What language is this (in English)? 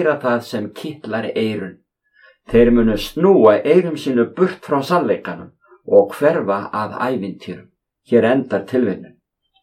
Icelandic